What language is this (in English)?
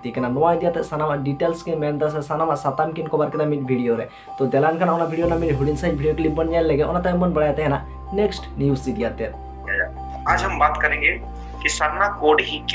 Santali